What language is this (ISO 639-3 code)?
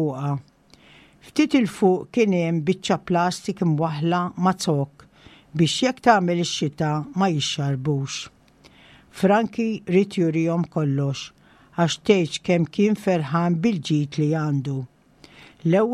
mlt